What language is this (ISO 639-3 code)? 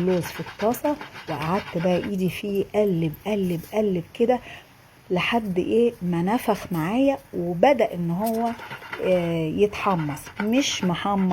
arz